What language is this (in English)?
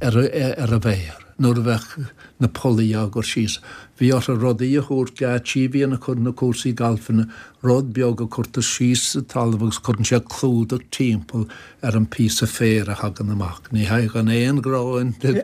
Irish